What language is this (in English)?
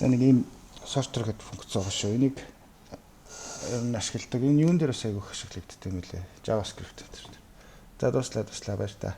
Mongolian